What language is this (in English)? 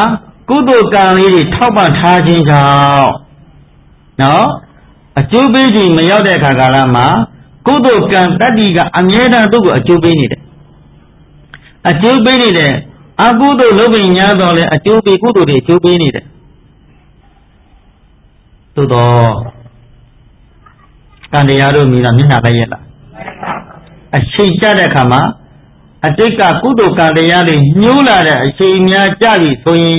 Burmese